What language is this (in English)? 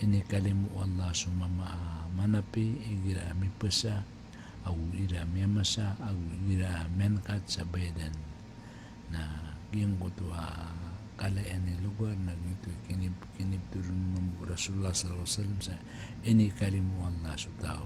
Maranao